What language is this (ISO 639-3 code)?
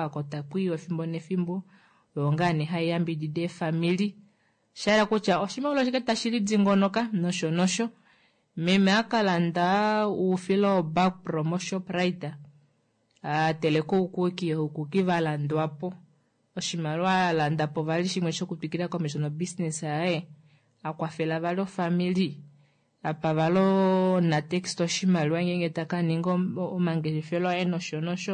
kua